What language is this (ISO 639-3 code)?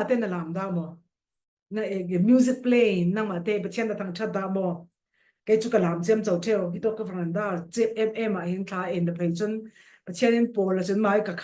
cfm